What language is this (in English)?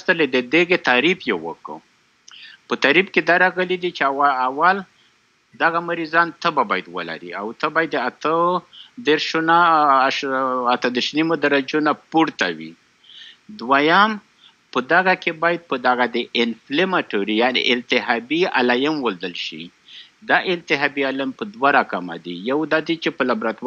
Pashto